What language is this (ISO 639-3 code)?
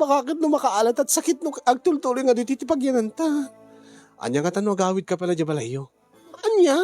ilo